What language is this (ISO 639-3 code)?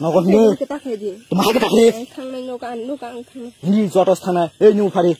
trp